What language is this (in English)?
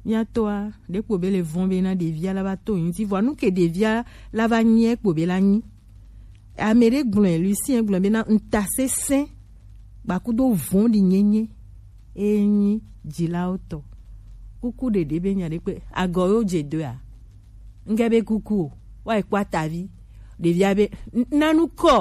Gen